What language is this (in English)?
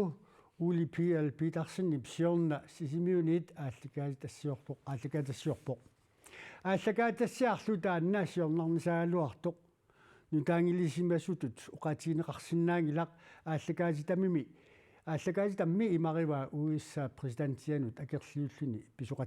Kalaallisut